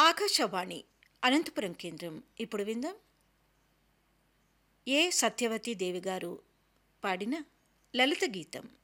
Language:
Telugu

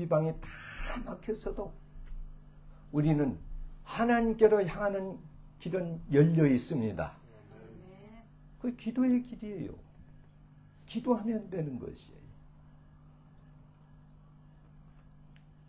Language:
Korean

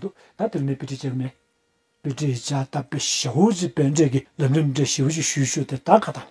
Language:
Tibetan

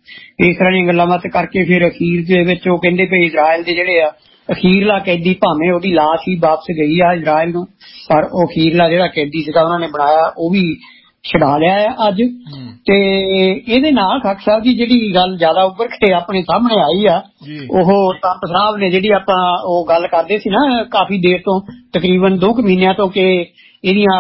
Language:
Punjabi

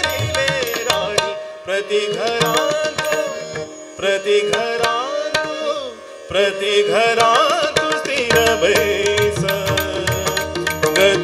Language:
Konkani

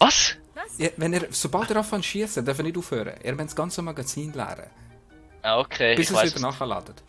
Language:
Swiss German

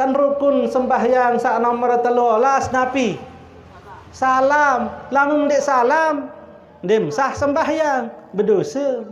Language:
Sasak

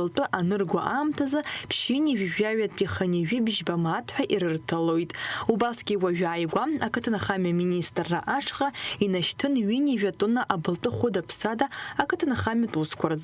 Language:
Abkhazian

